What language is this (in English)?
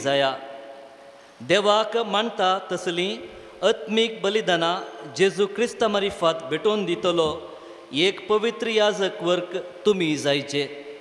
Konkani